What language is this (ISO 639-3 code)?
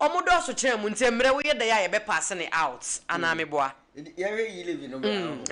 aka